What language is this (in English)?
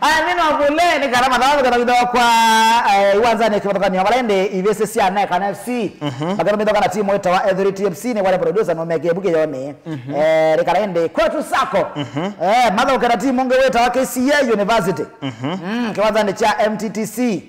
Kamba